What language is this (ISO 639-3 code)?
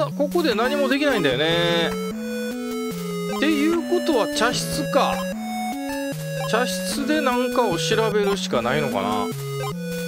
jpn